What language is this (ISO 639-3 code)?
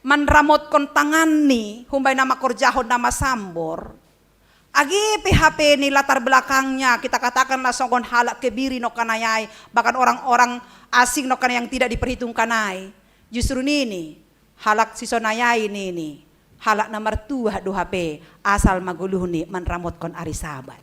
bts